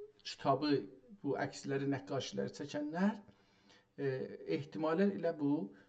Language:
South Azerbaijani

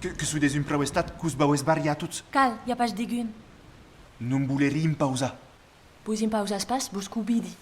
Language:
Occitan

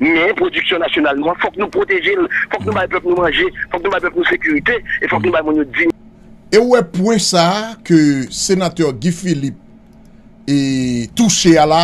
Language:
Haitian Creole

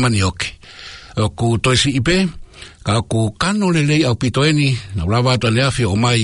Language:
Tongan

